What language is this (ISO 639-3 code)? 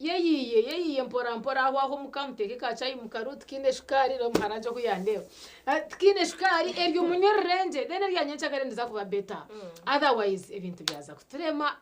nyn